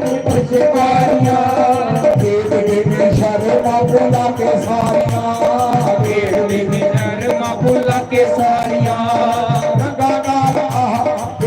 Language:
Dogri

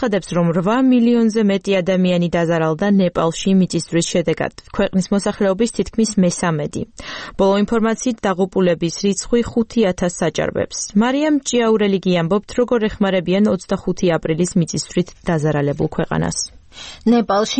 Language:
Georgian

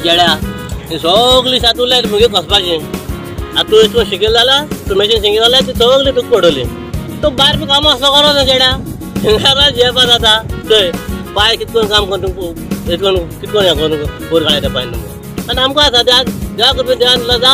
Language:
Konkani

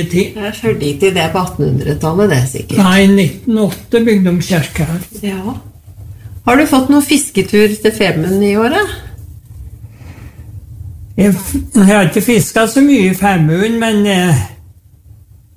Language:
Norwegian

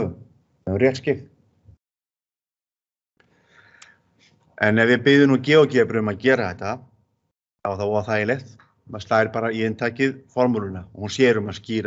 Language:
Icelandic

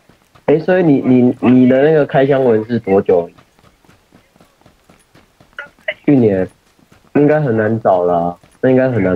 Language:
Chinese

